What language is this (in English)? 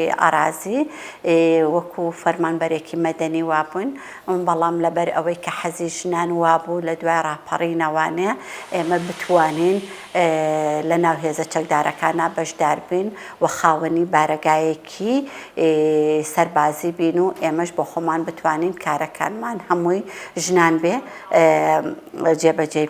Central Kurdish